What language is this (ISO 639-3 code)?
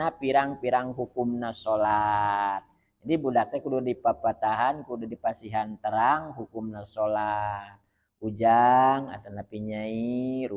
sun